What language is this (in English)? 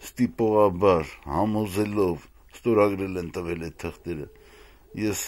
Armenian